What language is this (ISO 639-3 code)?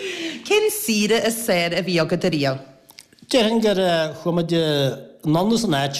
gle